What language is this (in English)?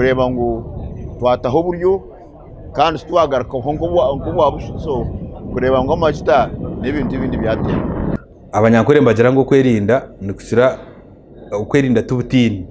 Nyankole